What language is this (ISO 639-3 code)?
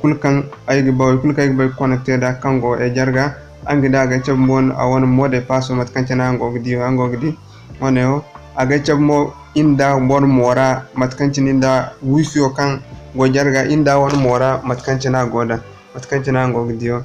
dje